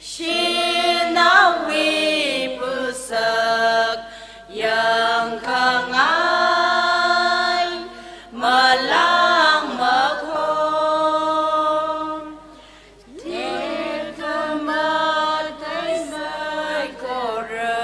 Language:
Tangkhul Naga (India)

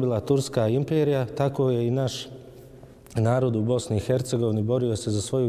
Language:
Bosnian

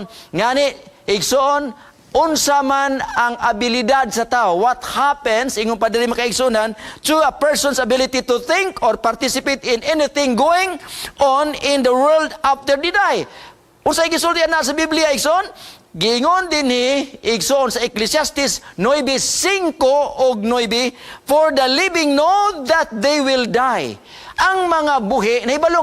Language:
Cebuano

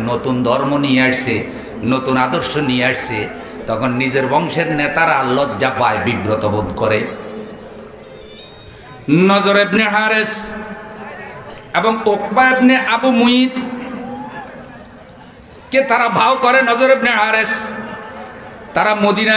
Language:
Bangla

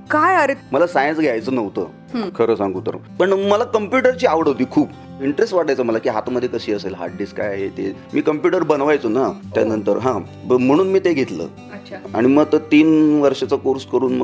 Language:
Marathi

